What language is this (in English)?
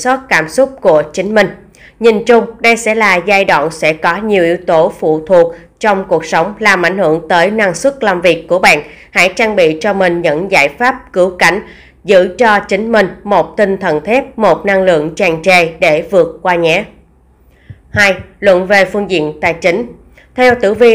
Vietnamese